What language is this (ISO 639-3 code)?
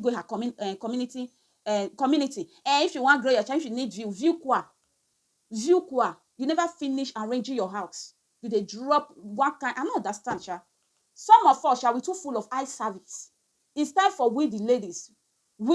pcm